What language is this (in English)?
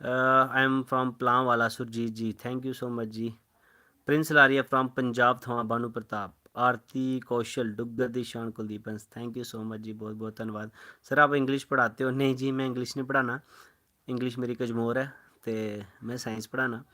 Dogri